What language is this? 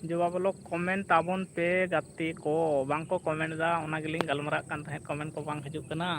Santali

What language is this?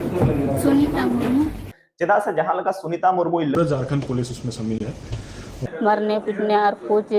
Santali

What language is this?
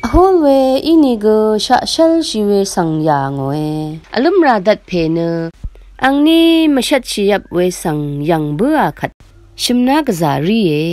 Rawang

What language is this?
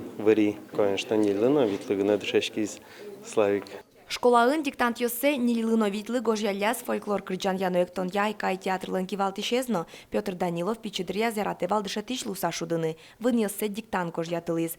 Udmurt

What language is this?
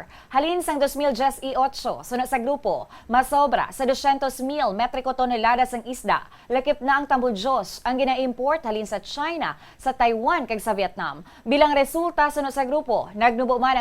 Hiligaynon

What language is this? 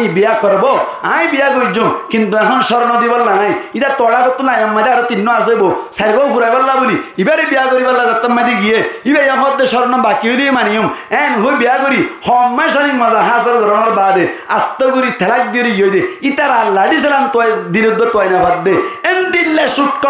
Rohingya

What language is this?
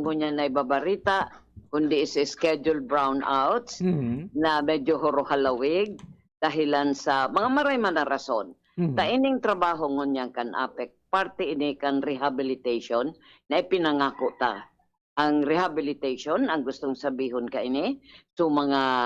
Bikol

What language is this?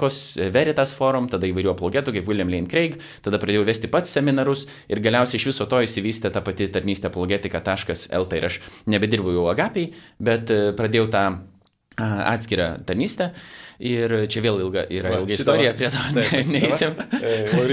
Lithuanian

